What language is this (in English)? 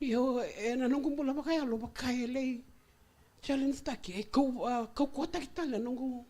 Fijian